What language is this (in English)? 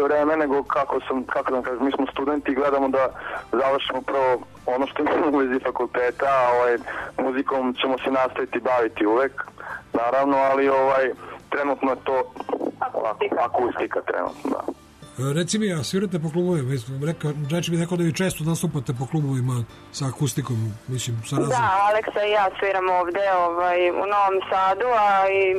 Serbian